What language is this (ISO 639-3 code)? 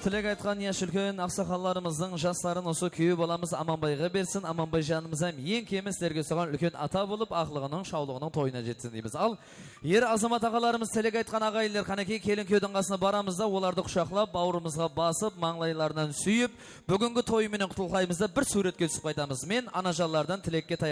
kaa